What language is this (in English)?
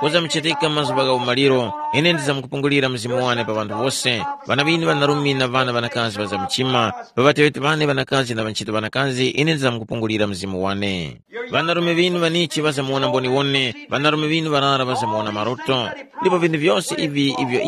Tumbuka